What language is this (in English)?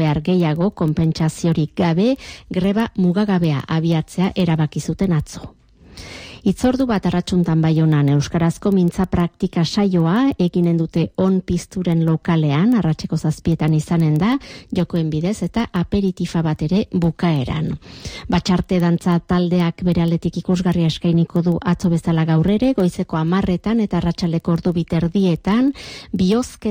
Basque